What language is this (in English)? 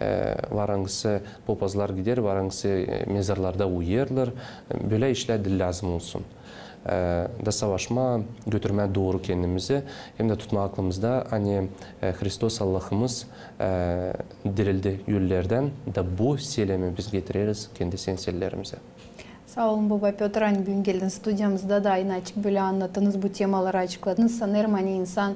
Gagauz